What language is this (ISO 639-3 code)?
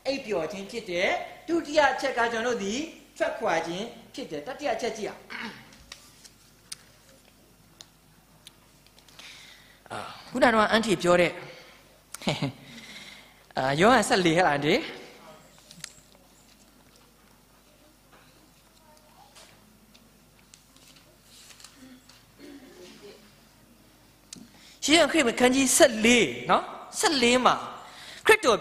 mya